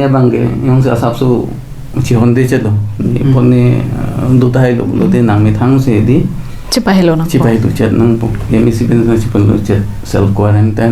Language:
Karbi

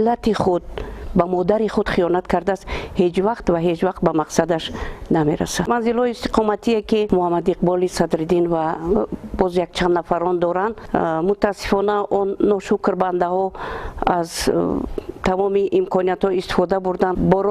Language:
Tajik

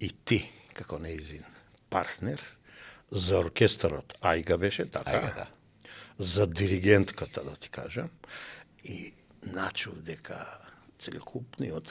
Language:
Macedonian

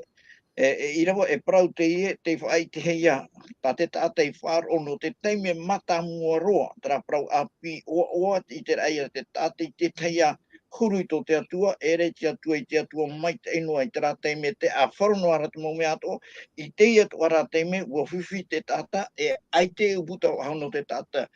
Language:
Tahitian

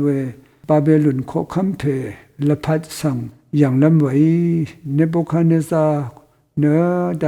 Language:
Rawang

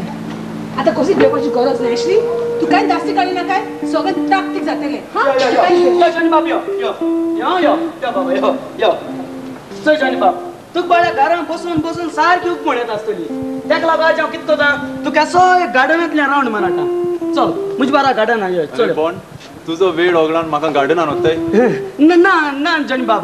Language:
Konkani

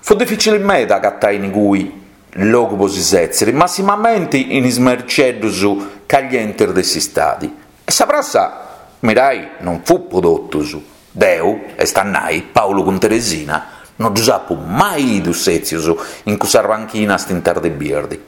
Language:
Sardinian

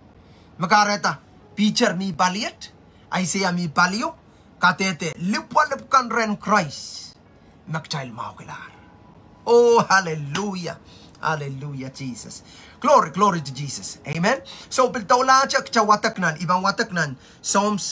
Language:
Pohnpeian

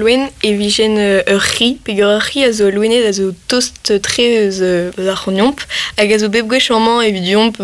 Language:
Breton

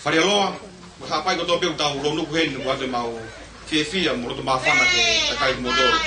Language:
Tongan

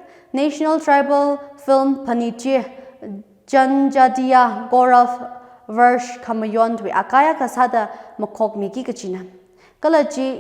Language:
Tangkhul Naga (India)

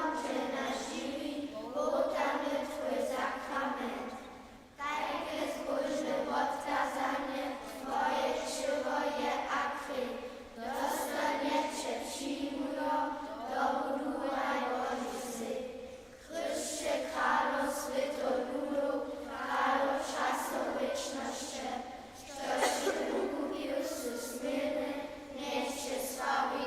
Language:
Upper Sorbian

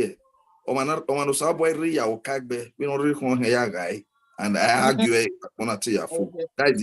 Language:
Bini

